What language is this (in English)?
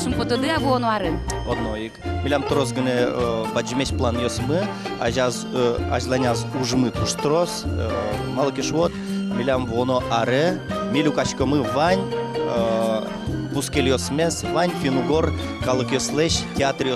Udmurt